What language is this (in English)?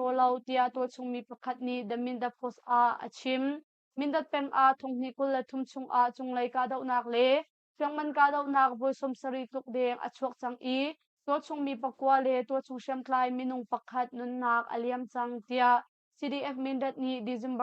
Hakha Chin